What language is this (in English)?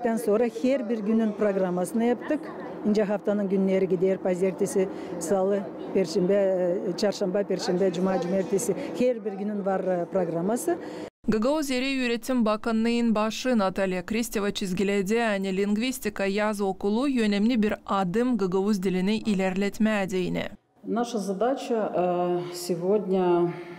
Gagauz